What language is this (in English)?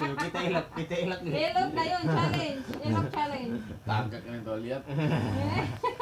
Cebuano